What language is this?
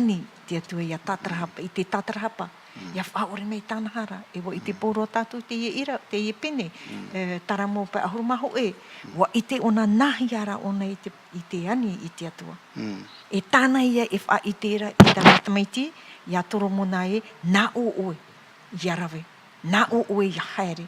Tahitian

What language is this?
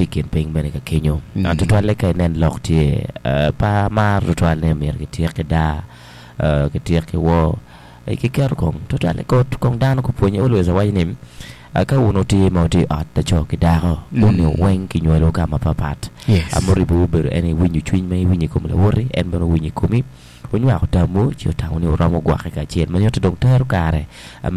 Acoli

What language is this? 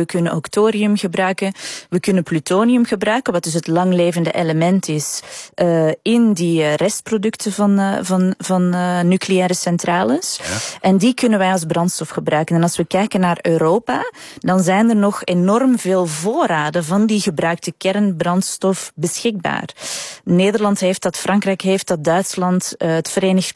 Dutch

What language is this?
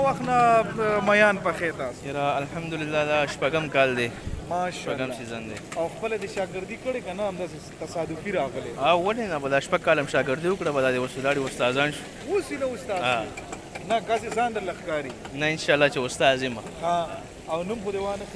Pashto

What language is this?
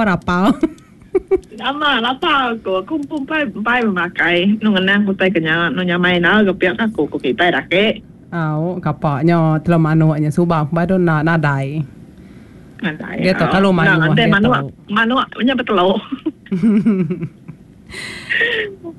Iban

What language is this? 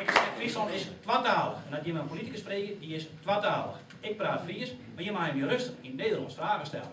Western Frisian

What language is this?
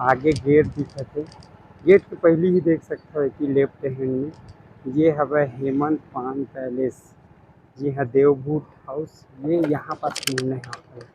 Chhattisgarhi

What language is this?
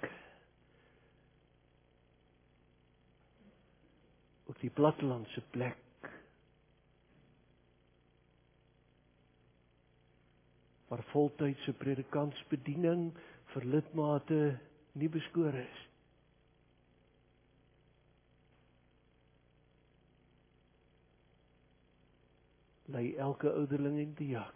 Afrikaans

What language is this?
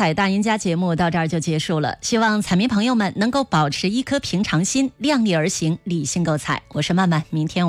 Chinese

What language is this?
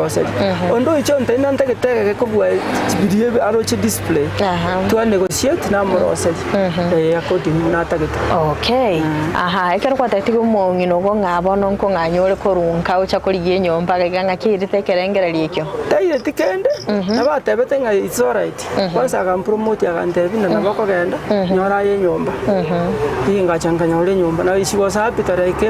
Gusii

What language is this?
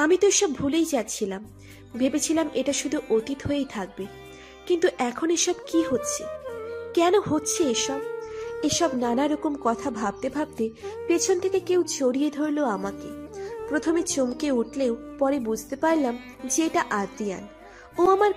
Bangla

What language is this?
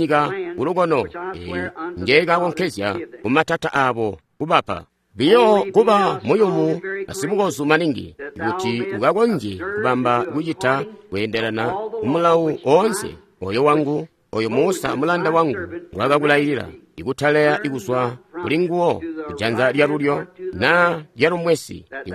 Tonga (Zambia)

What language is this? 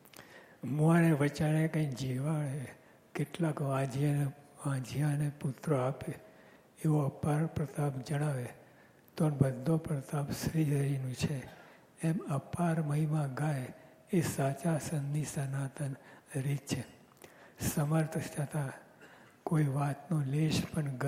Gujarati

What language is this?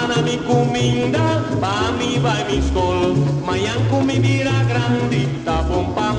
Papiamento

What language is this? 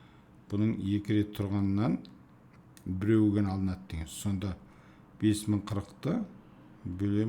Kazakh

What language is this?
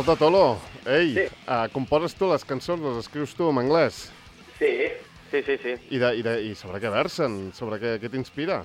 Catalan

